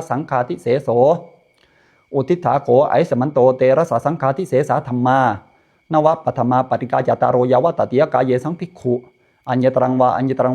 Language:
Pali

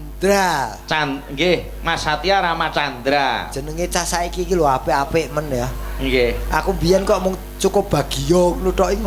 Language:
Javanese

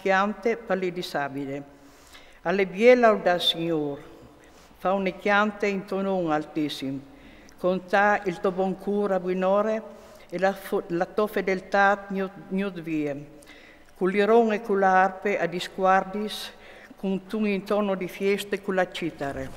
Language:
Friulian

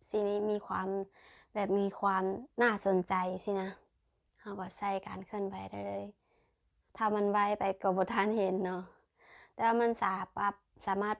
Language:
Lao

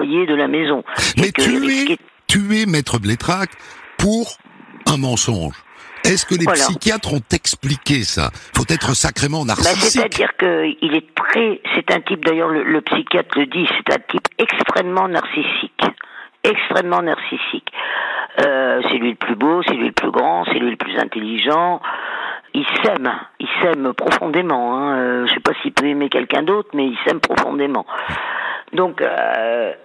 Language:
French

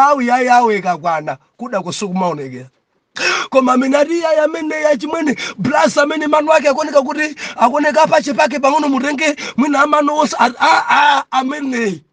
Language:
Nyanja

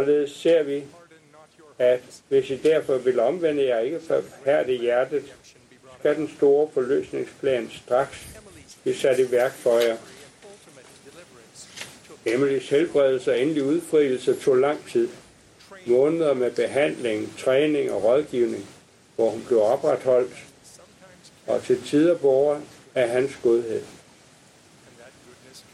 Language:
Danish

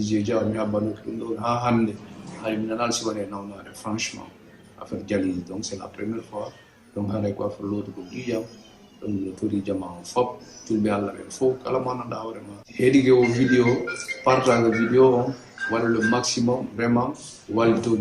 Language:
Fula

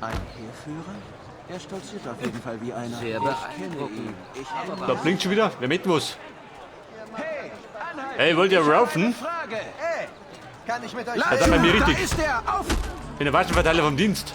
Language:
Bavarian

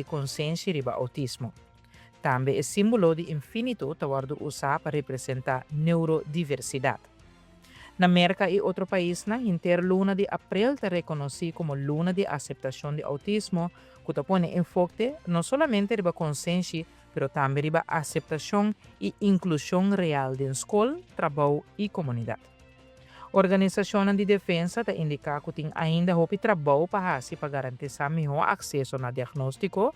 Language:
Papiamento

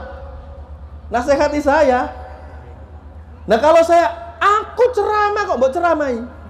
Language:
Indonesian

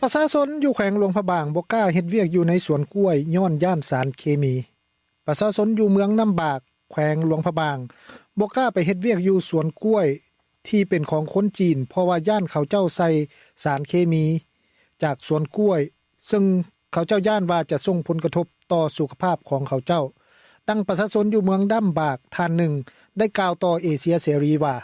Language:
Lao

